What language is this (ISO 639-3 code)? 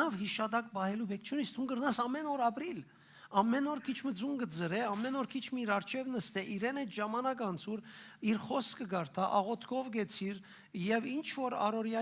hyw